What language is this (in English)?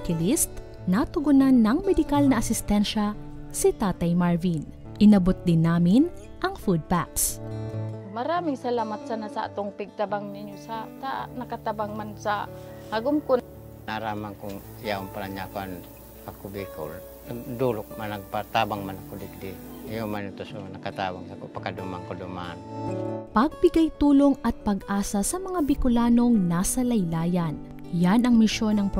Bikol